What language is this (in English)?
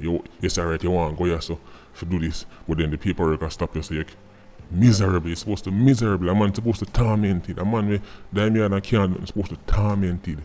Jamaican Creole English